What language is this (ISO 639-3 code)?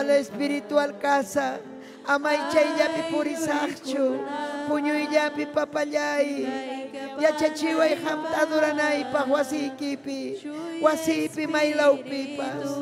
quy